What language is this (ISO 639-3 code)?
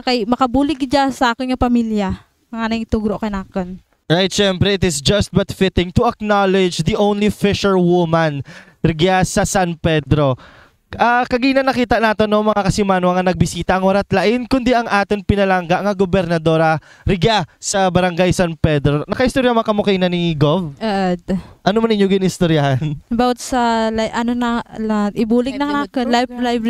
krj